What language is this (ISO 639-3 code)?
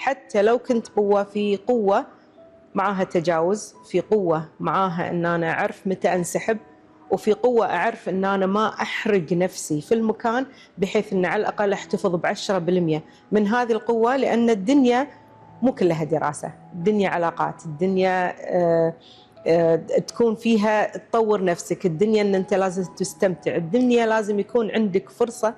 afb